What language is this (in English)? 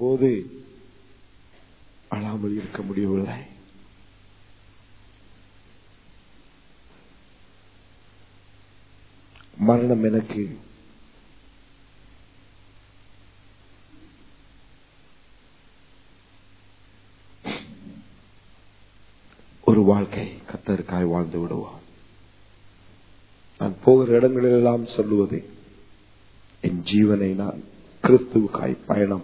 Tamil